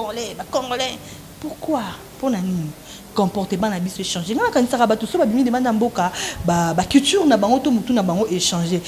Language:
Lingala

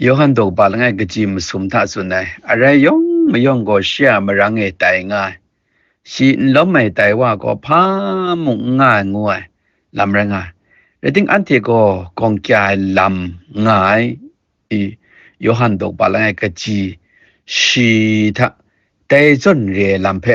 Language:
Kachin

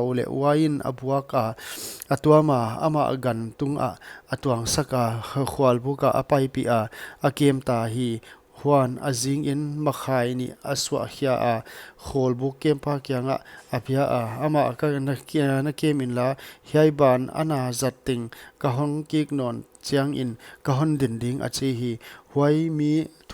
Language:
Paite Chin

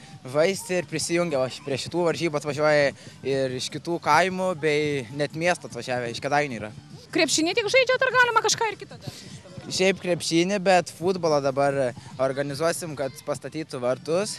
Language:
Lithuanian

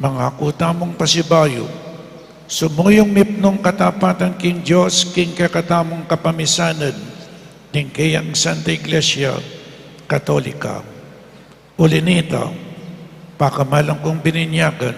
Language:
Pampanga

